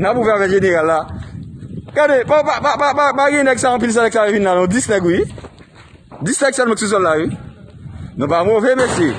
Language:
Haitian Creole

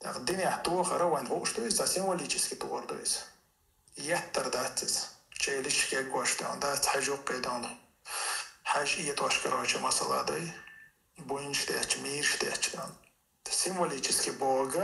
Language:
Chechen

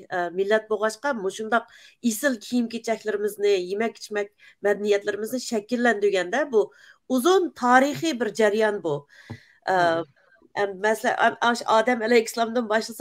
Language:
Uyghur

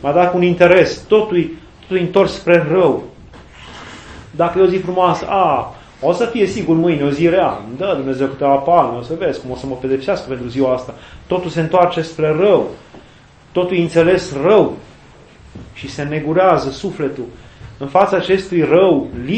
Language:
Romanian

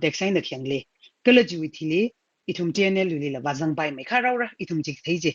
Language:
Tangkhul Naga (India)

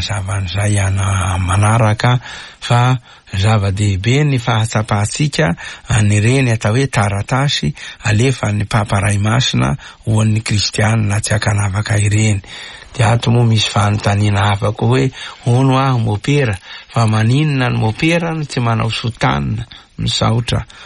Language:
Malagasy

